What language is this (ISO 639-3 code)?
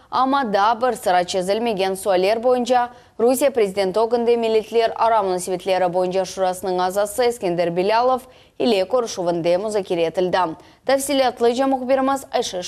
crh